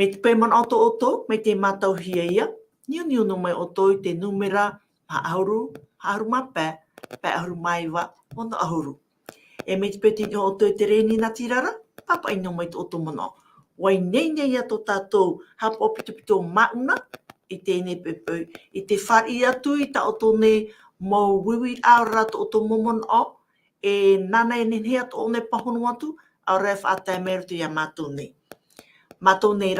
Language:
Tahitian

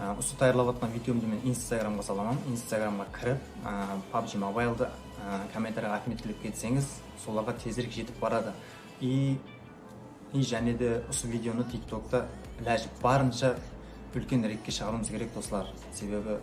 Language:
Kara-Kalpak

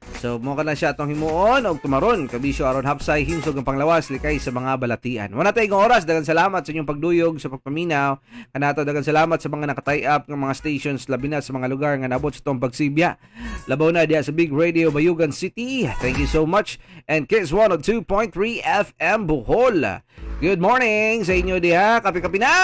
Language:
Cebuano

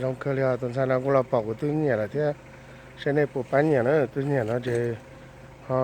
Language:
Hmong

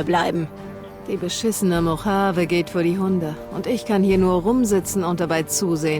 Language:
Bavarian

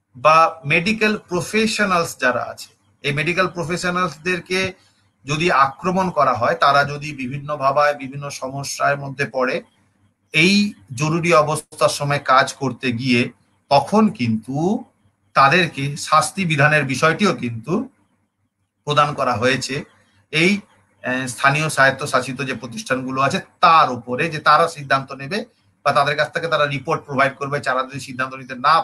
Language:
Bangla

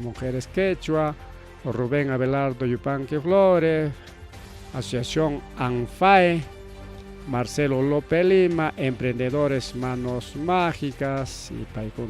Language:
Ayacucho Quechua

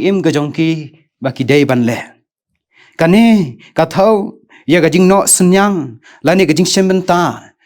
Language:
Khasi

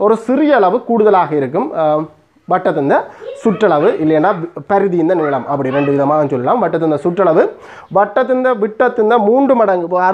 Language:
Tamil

